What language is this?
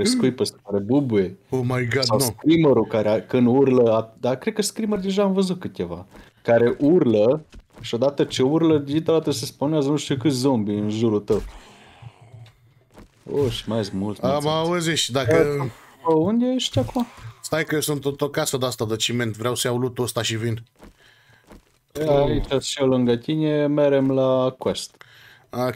Romanian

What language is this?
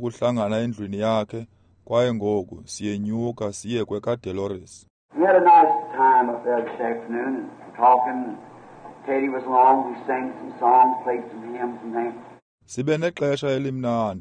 Xhosa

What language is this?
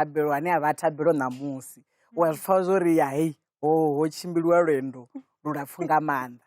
Venda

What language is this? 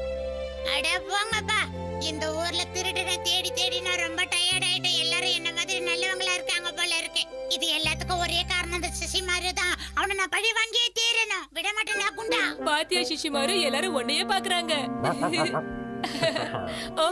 Tamil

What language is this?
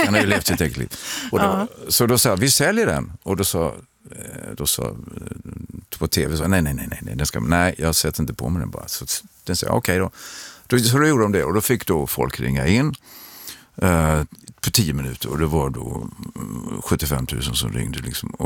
Swedish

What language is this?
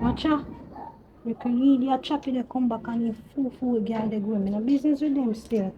Jamaican Creole English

